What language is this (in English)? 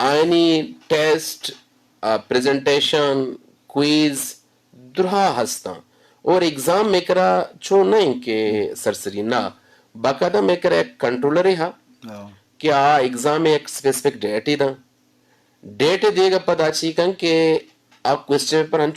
Eastern Balochi